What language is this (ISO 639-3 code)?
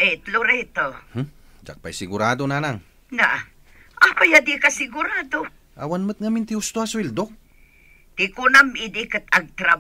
ilo